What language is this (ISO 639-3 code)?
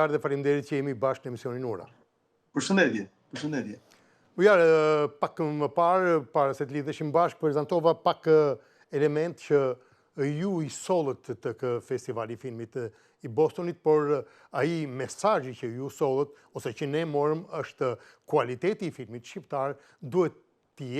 sqi